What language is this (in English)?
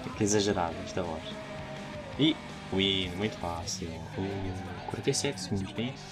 Portuguese